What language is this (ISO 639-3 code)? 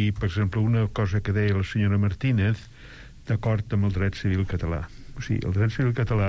cat